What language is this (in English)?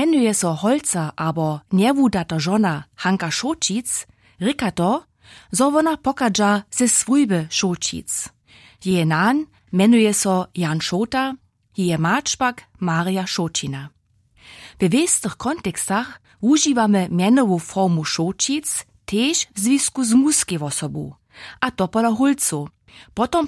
Upper Sorbian